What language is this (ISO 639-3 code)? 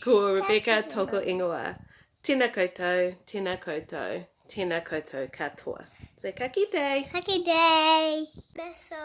mri